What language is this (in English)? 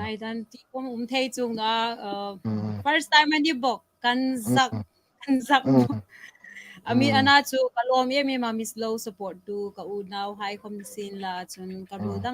Hmar